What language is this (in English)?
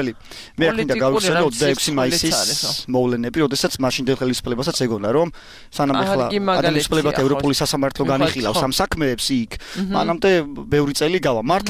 Georgian